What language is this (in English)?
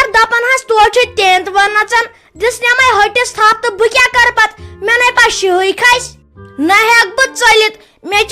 Kashmiri